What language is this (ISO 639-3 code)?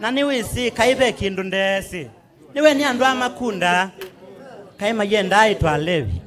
kam